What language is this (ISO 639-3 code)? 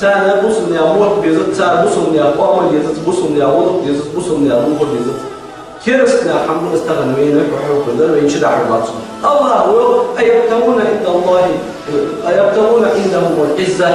inh